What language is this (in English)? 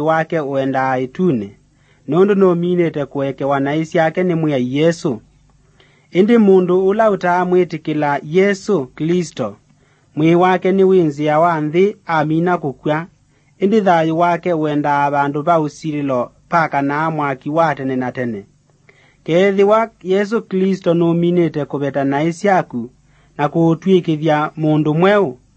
Kamba